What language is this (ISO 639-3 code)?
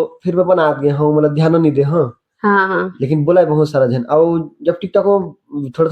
hne